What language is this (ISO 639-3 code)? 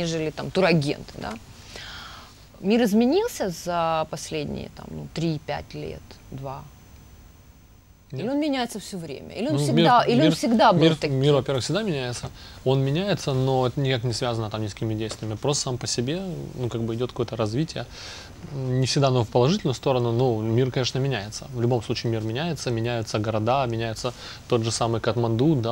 rus